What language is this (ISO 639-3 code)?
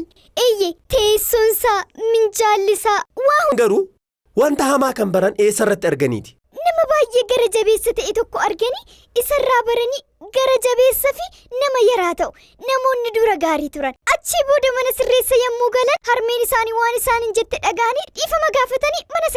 orm